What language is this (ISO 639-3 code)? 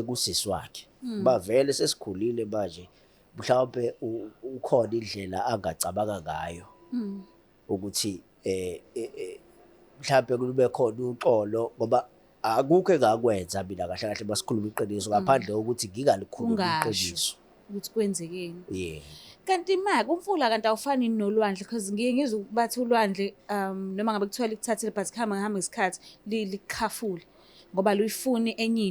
zul